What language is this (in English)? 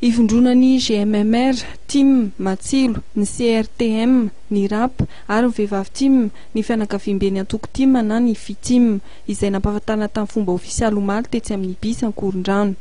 Malagasy